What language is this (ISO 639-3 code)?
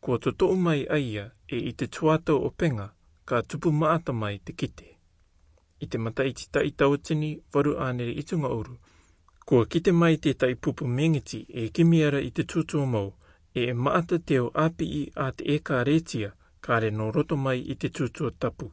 rar